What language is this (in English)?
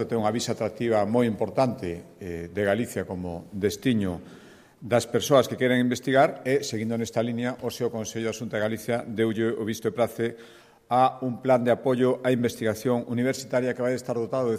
Galician